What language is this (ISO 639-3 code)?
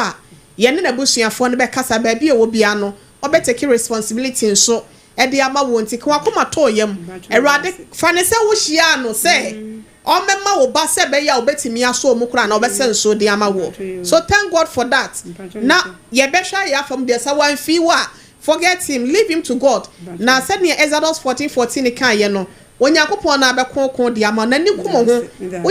aka